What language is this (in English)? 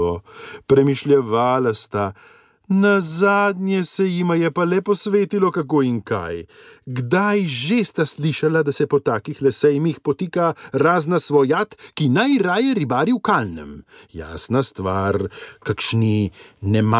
Slovenian